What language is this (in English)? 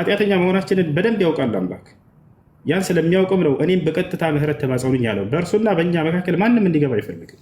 Amharic